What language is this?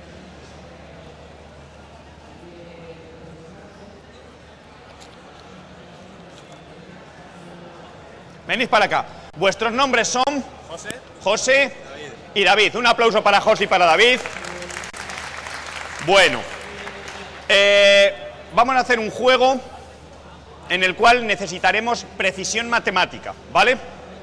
Spanish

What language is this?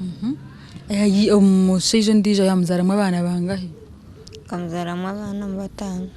Nyankole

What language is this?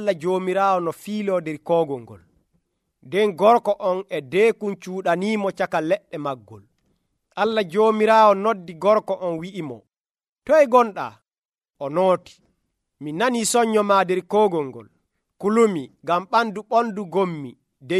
Nigerian Fulfulde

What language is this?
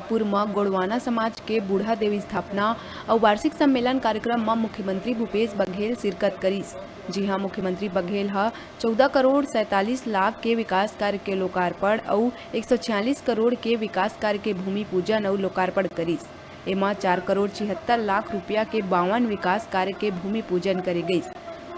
Chhattisgarhi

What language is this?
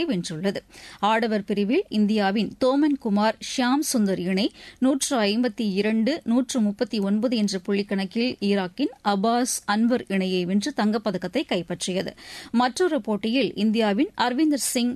Tamil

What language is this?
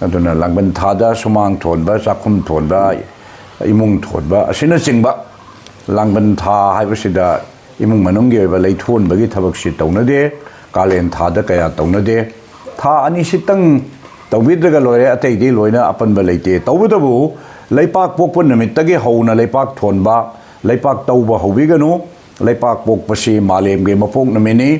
Manipuri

